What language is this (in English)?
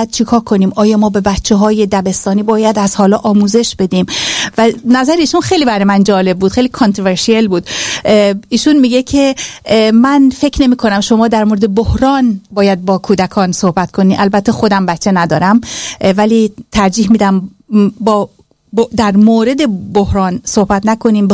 Persian